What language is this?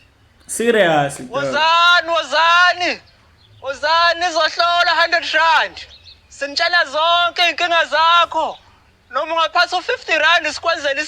Zulu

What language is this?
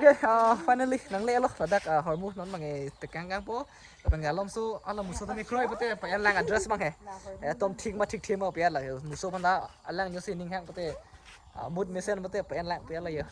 Karbi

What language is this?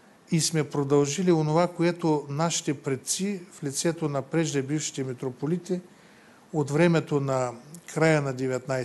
Bulgarian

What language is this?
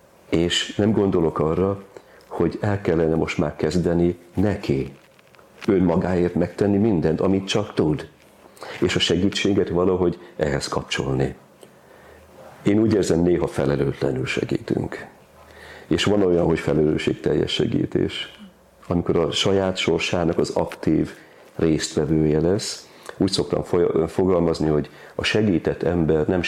Hungarian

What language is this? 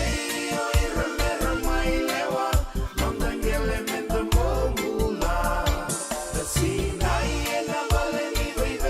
Fijian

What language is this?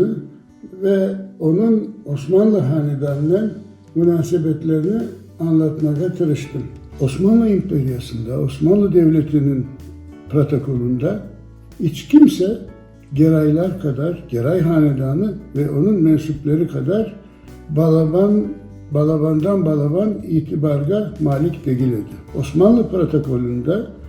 Crimean Tatar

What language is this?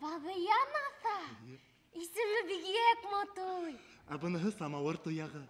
Bashkir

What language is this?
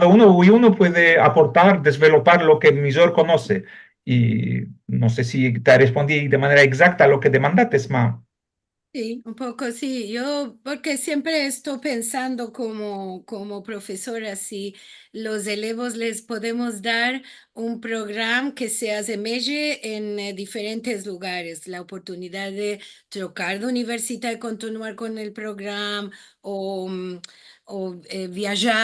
Ladino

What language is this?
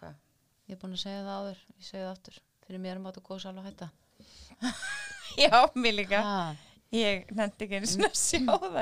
Icelandic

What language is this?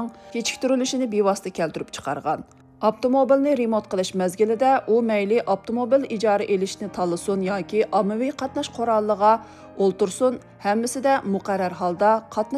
Uyghur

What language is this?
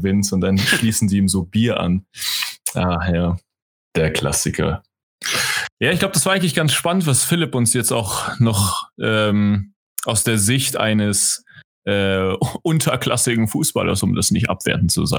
German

